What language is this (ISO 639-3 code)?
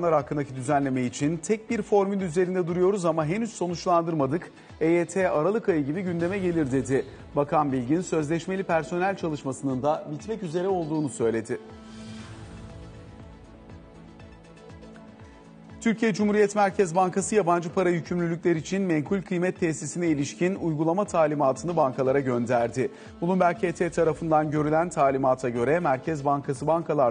tur